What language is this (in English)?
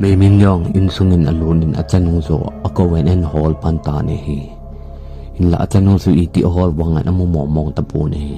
Thado Chin